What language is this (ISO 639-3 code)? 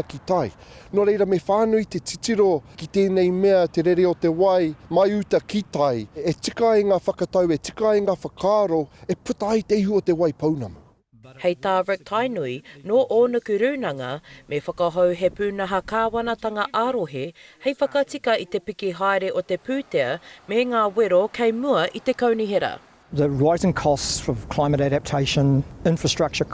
mri